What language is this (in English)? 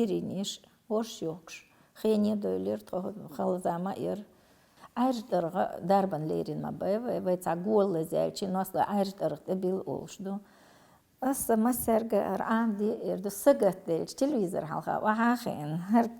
Chechen